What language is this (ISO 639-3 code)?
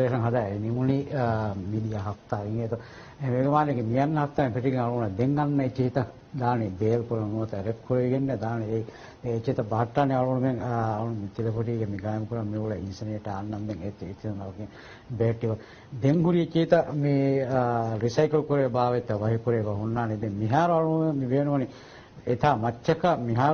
div